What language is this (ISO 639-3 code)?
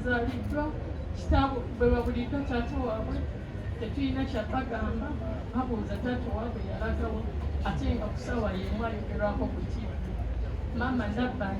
lug